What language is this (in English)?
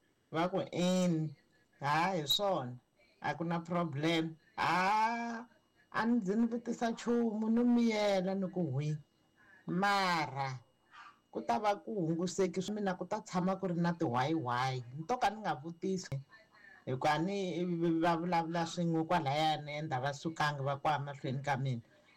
Tsonga